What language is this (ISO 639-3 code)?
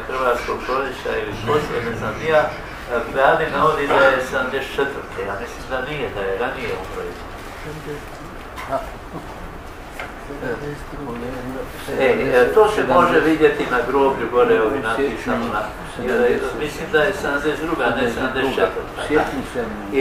hrv